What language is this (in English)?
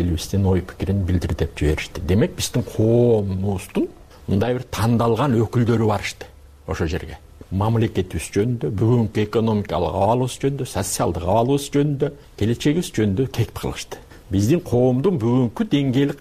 Kyrgyz